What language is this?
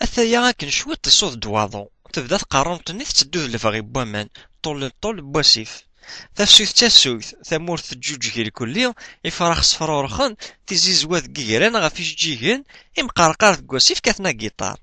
Kabyle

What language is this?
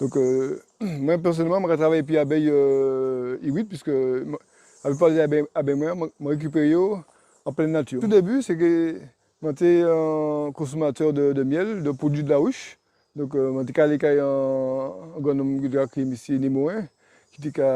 Guadeloupean Creole French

